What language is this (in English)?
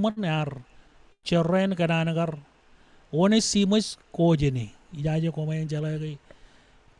Marshallese